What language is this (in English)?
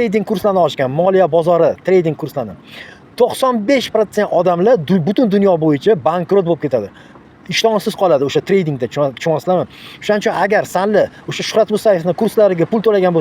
Uzbek